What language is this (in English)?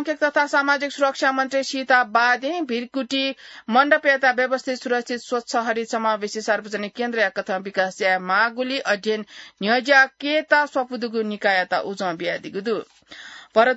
Newari